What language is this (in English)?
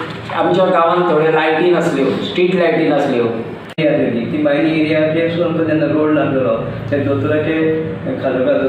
Konkani